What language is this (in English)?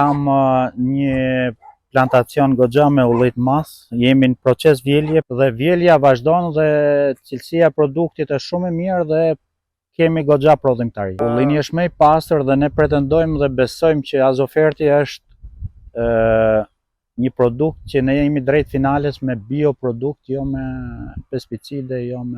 Albanian